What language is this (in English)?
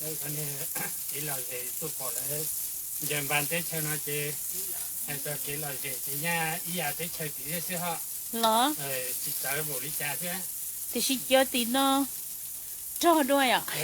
Hmong